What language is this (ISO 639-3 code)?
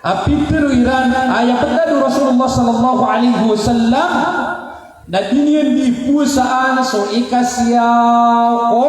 mrw